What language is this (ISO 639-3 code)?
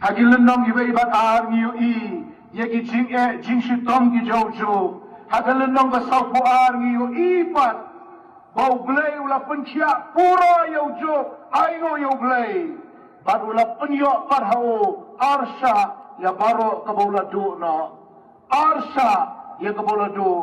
kha